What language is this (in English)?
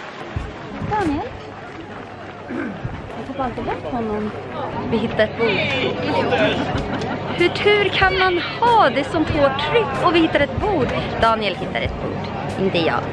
Swedish